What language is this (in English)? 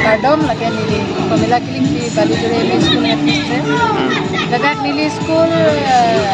Karbi